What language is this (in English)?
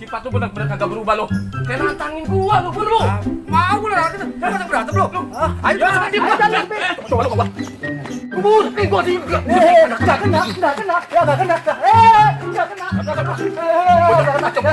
Betawi